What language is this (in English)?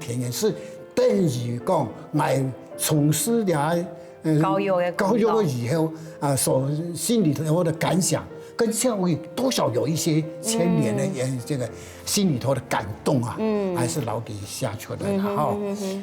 Hakka Chinese